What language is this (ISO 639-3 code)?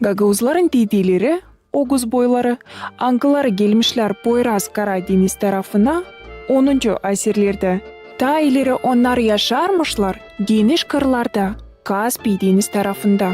gag